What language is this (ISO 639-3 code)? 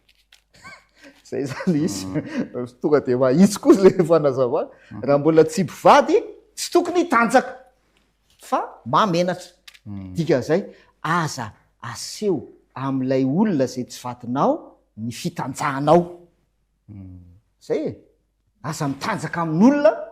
mlg